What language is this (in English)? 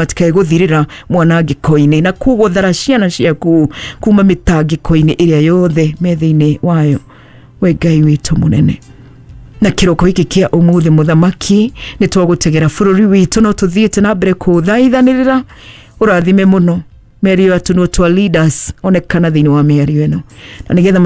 Kikuyu